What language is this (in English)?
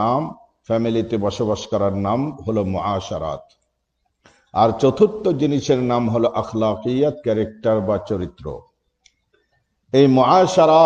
Bangla